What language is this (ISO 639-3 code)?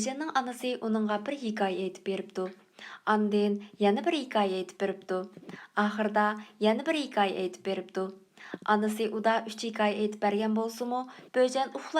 uig